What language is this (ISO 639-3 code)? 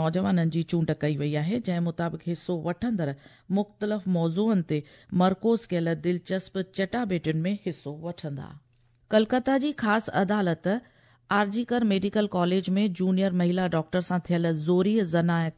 snd